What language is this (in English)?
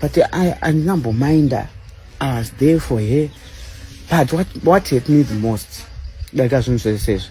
Shona